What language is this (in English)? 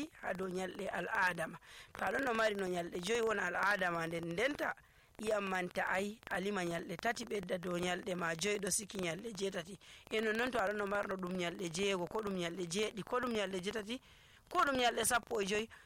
Nigerian Fulfulde